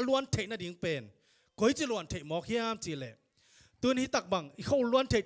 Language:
Tedim Chin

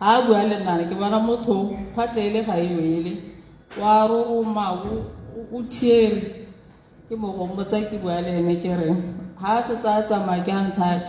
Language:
Tswana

